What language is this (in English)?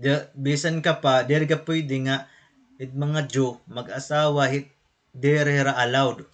Waray